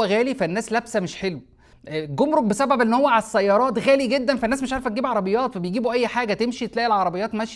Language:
Egyptian Arabic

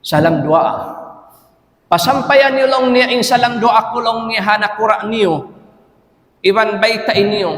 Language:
Tausug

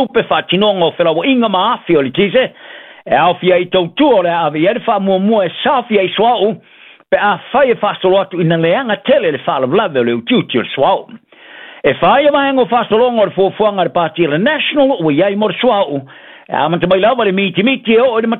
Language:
Samoan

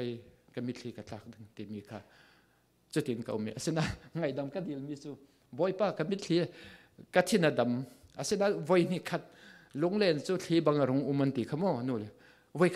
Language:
Falam Chin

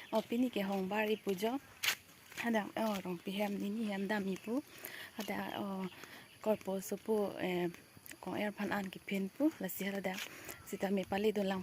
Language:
Karbi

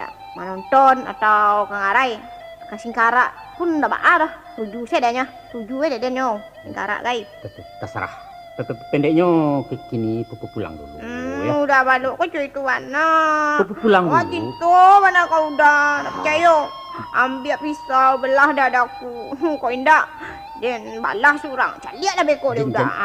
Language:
Minangkabau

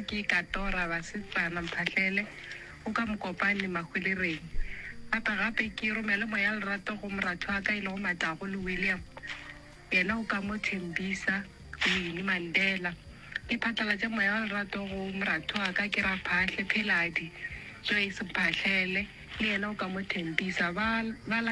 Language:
Northern Sotho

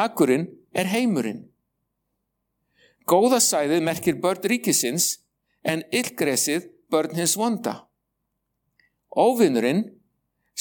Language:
Icelandic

